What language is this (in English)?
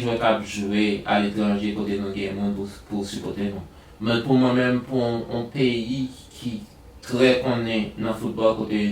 Haitian Creole